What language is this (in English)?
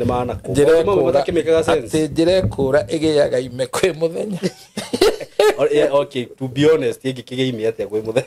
Kikuyu